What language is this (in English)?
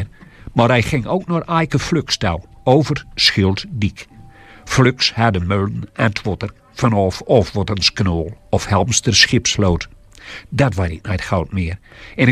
Gronings